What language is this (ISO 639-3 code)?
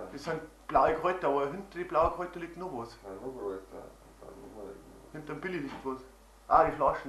bar